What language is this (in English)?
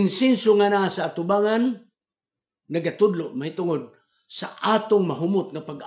Cebuano